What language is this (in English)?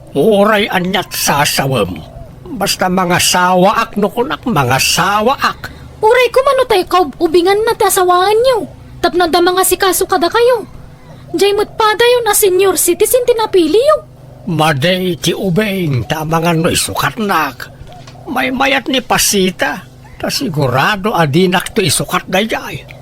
Iloko